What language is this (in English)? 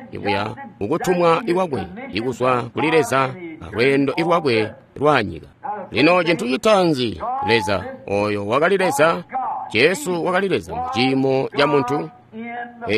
Tonga (Zambia)